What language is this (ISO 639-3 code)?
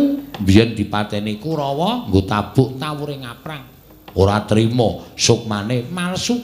jav